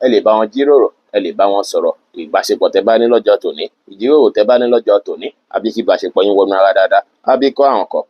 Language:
Yoruba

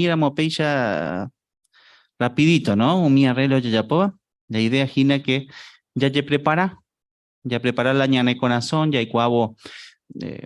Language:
Guarani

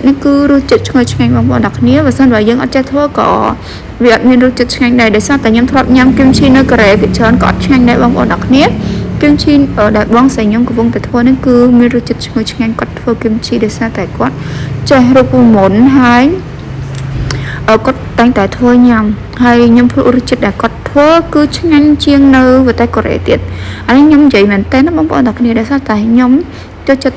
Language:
Khmer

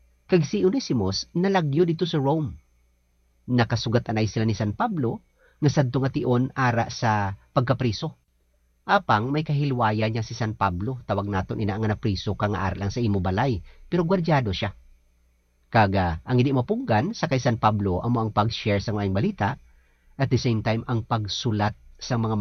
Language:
Hiligaynon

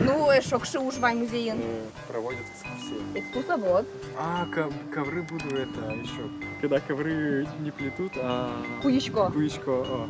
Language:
Udmurt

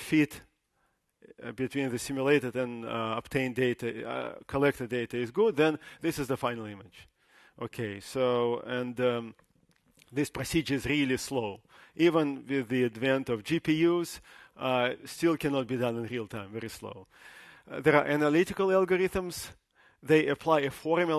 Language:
English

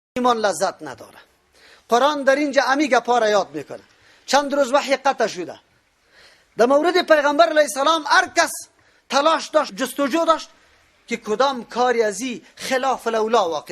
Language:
Persian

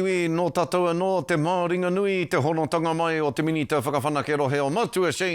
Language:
Māori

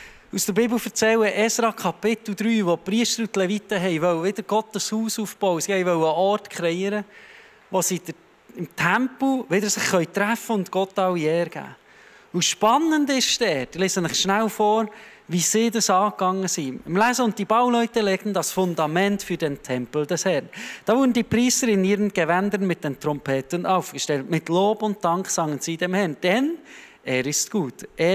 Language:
Swiss German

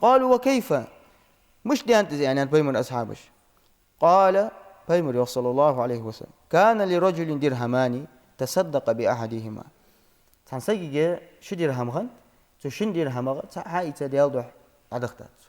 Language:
Ingush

